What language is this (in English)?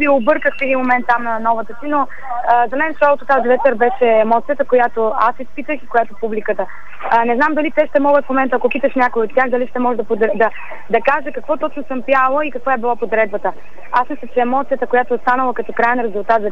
Bulgarian